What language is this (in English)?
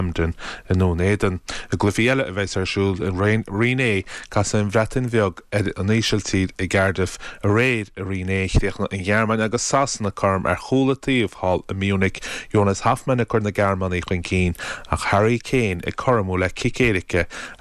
Irish